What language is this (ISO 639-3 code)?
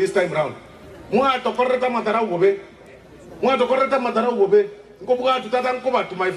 guz